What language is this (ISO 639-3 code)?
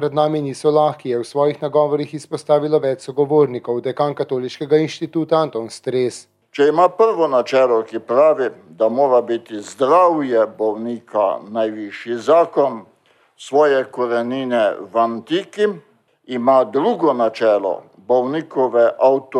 slv